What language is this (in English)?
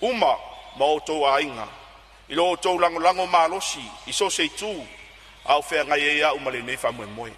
Samoan